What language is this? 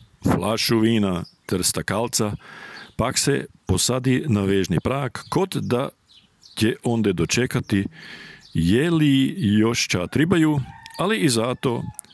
Serbian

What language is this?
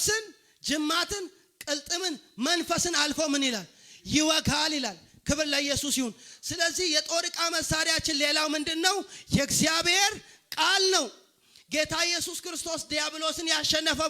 Amharic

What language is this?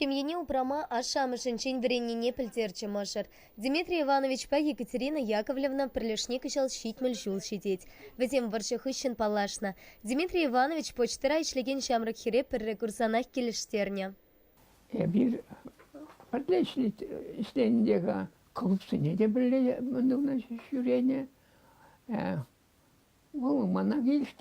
Chuvash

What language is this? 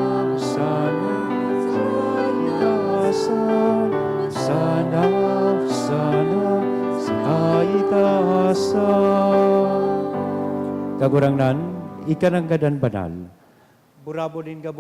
Bikol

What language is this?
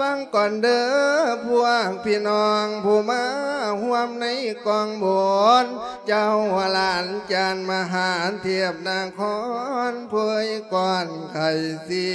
Lao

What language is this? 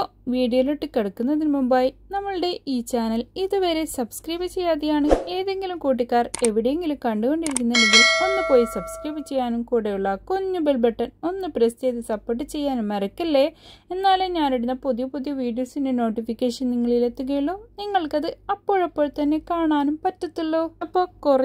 Malayalam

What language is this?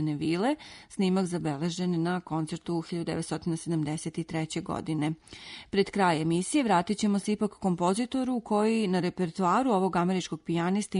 Serbian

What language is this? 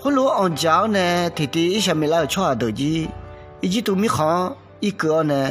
Akha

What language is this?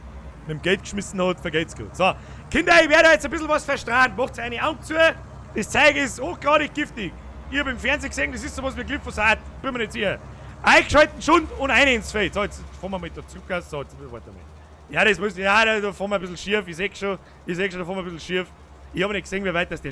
Bavarian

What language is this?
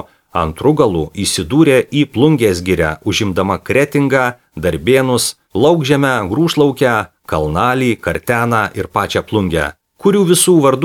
Lithuanian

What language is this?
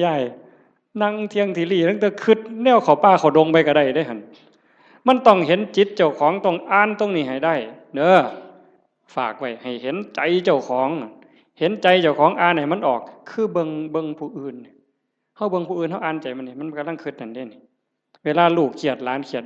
Northeastern Thai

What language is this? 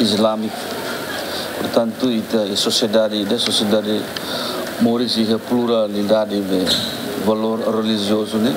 Tetum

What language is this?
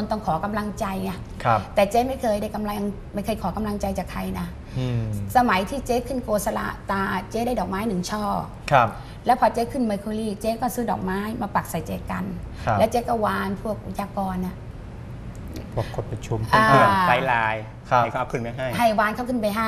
Thai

